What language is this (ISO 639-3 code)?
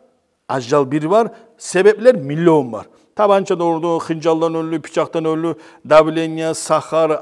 kum